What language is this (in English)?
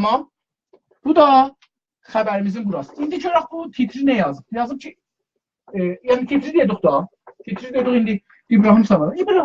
South Azerbaijani